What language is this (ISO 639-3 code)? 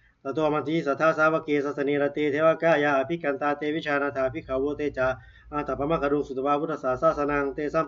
pli